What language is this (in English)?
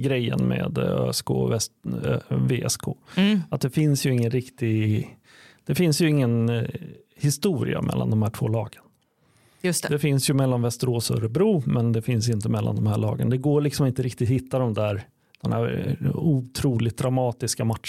Swedish